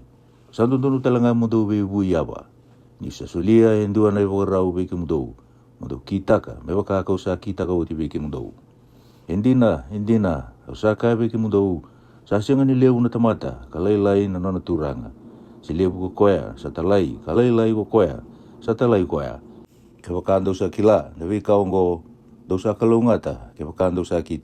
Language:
Fijian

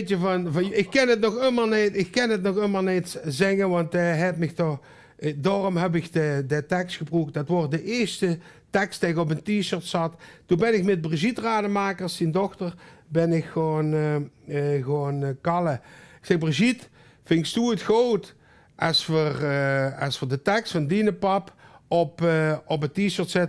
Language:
Limburgish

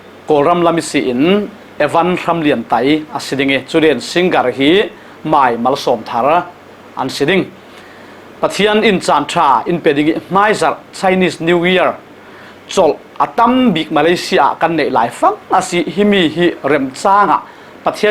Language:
Falam Chin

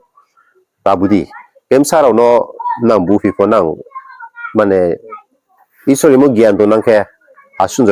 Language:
Riang (India)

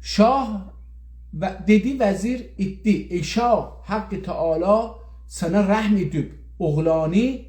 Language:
South Azerbaijani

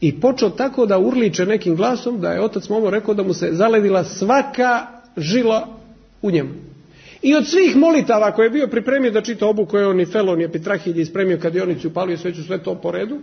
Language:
Serbian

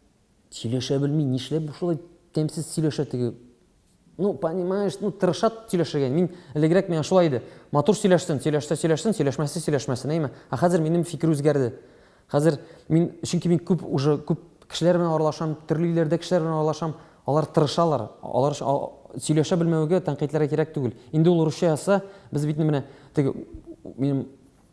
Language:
Tatar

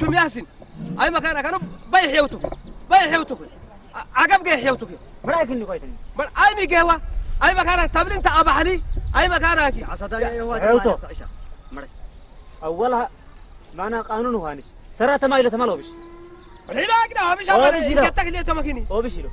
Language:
Saho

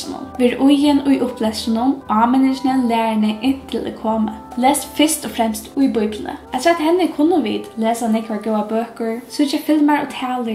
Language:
Faroese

